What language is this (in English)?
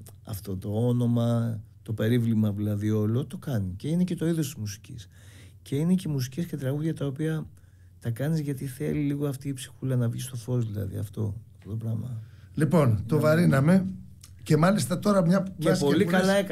Greek